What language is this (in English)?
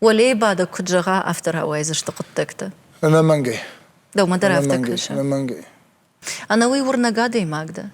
Ossetic